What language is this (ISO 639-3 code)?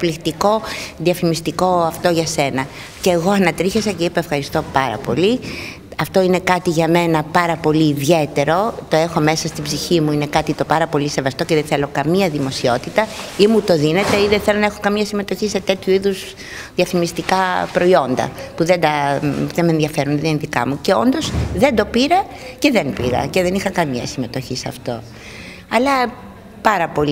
ell